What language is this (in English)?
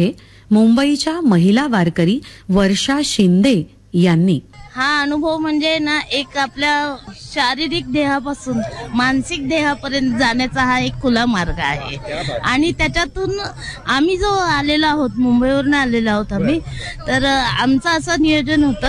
Marathi